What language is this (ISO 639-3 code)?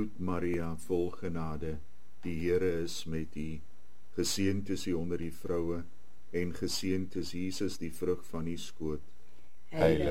afr